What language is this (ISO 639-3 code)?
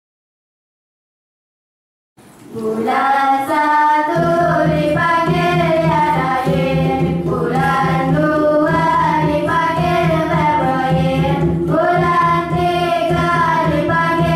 msa